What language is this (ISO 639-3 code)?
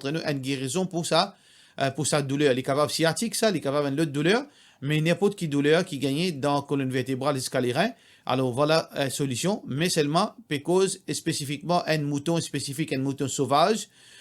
mfe